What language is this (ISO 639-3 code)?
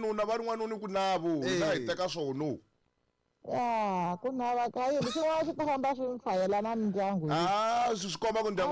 tso